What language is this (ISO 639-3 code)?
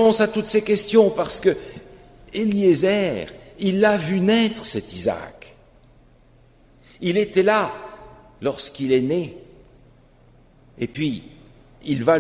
fra